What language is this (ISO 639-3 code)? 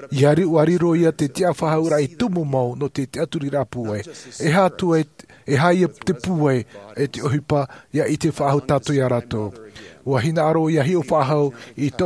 tah